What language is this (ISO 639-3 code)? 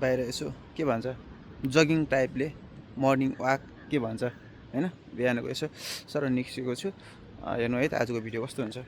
nep